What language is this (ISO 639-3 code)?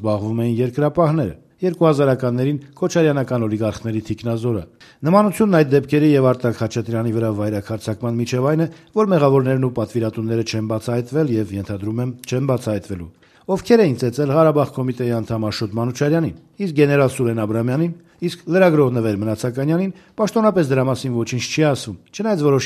hye